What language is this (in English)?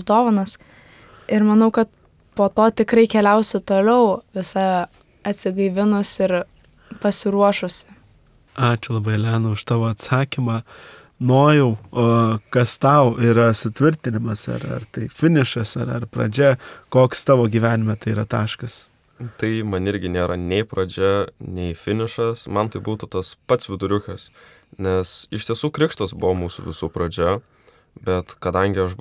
Lithuanian